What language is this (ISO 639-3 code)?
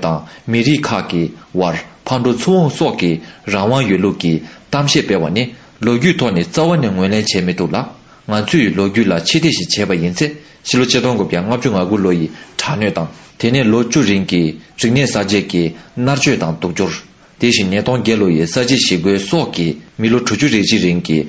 bod